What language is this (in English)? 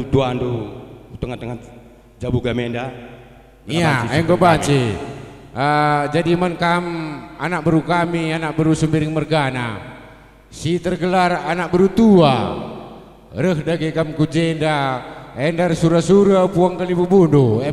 Batak Karo